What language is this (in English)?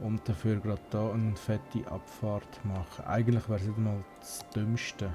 Swiss German